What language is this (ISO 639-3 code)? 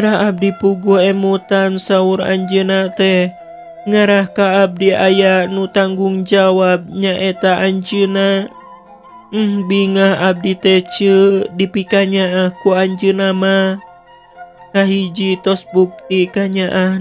sun